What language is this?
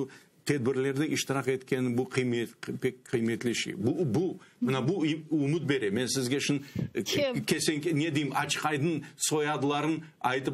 Crimean Tatar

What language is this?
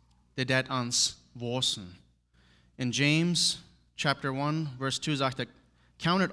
Plautdietsch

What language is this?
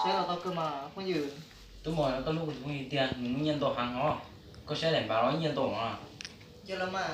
Hmong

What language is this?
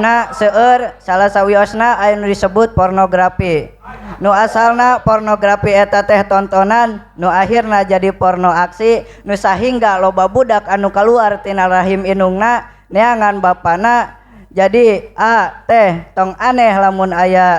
Sundanese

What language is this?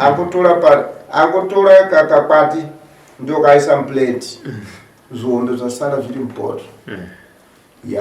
Shona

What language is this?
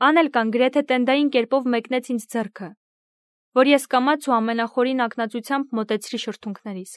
Armenian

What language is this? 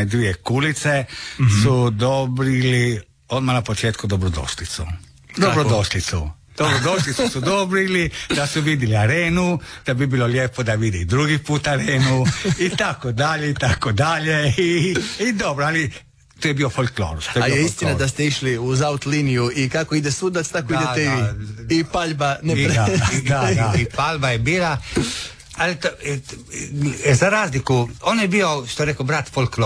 Croatian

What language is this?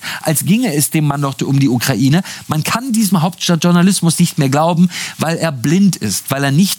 German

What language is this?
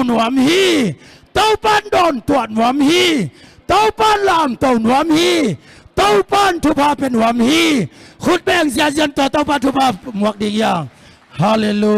Tedim Chin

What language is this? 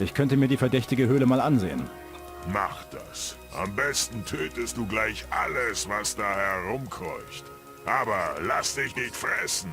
Bavarian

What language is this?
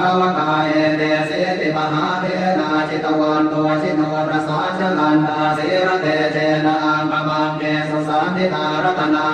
Pali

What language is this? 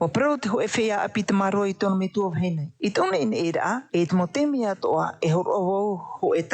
Tahitian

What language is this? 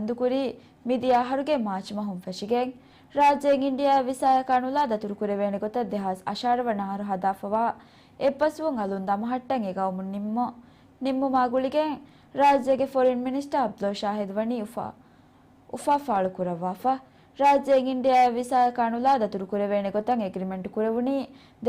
Divehi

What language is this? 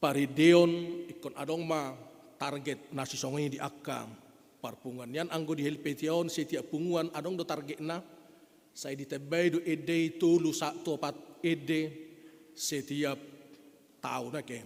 Batak Toba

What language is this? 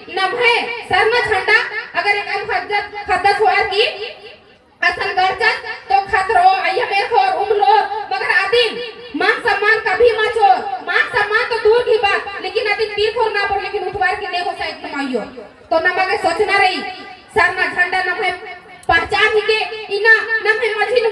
Kurukh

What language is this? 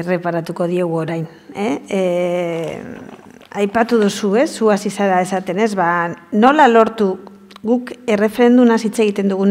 Basque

